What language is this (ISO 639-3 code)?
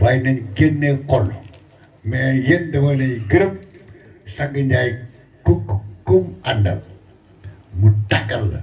wol